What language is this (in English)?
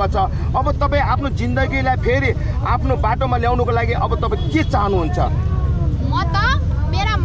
Nepali